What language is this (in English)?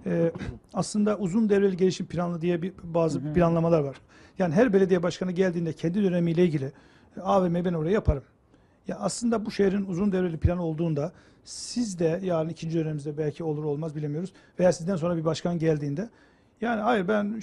Turkish